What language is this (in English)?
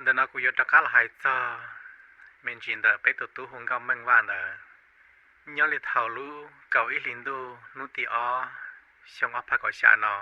Hmong